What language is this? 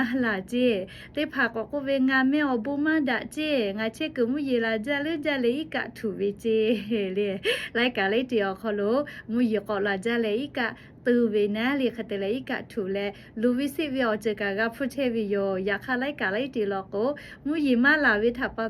Lahu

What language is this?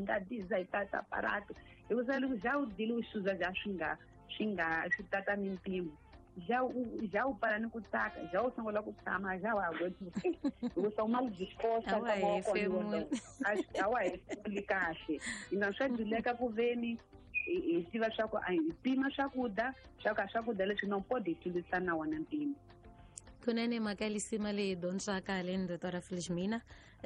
Tsonga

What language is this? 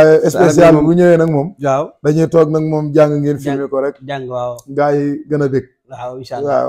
Wolof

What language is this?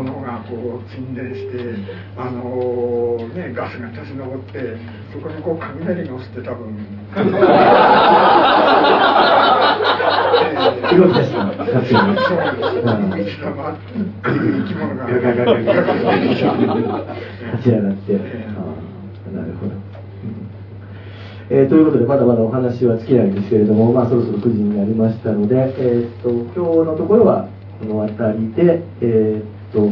Japanese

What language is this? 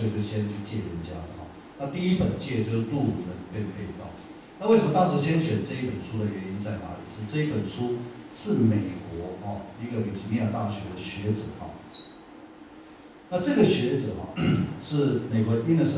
Chinese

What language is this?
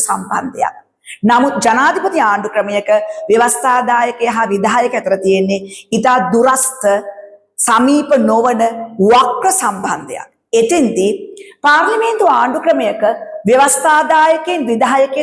Sinhala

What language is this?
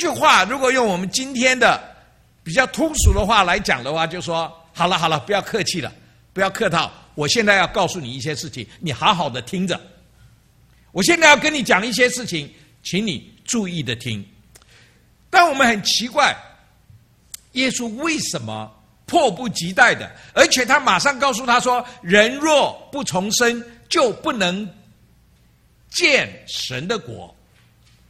Chinese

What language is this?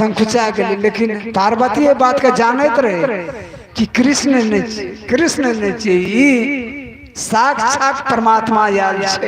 Maithili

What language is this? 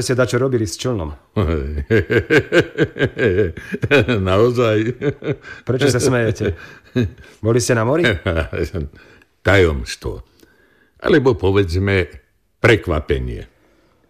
Slovak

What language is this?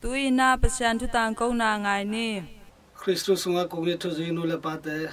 Tedim Chin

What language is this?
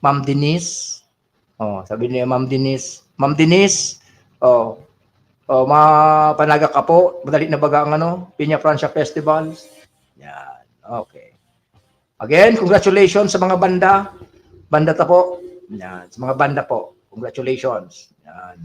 Bikol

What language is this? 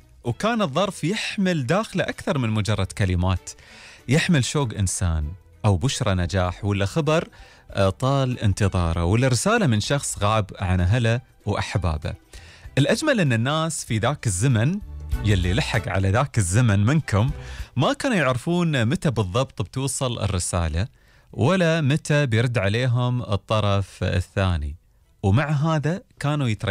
Gulf Arabic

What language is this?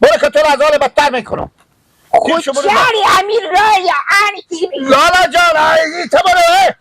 Persian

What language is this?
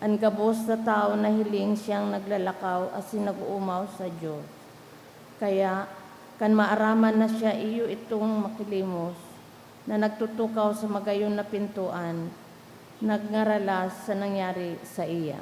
Bikol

